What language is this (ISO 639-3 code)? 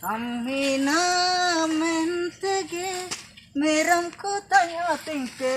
hoc